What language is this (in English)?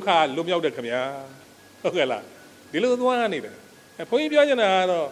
Burmese